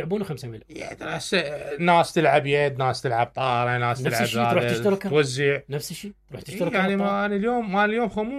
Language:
Mesopotamian Arabic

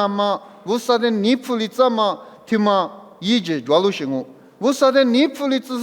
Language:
Lisu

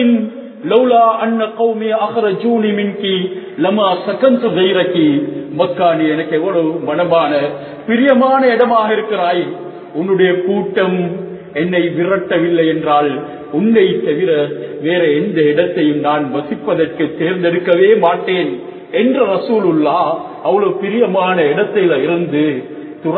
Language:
Tamil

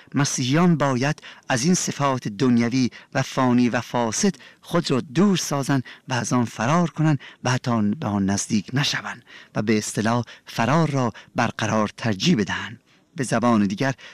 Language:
Persian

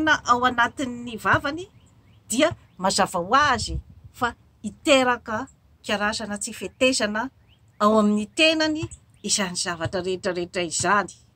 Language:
Malagasy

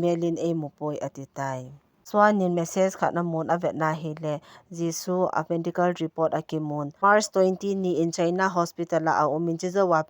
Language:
Thado Chin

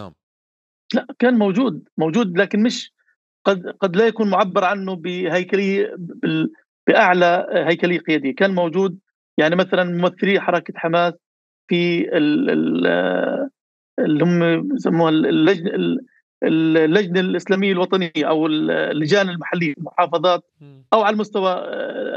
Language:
North Levantine Arabic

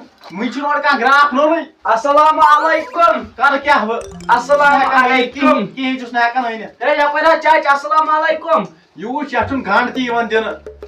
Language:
Kashmiri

